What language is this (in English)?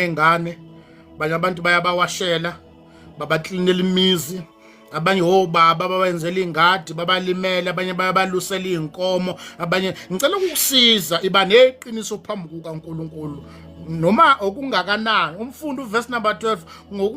Zulu